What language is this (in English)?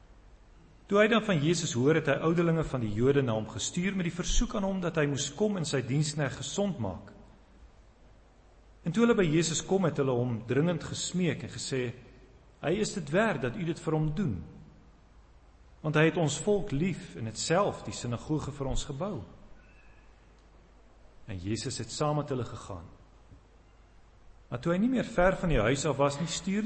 Afrikaans